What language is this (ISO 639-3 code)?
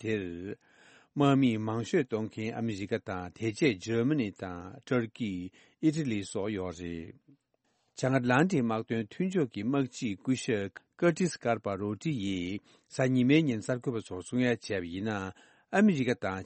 bod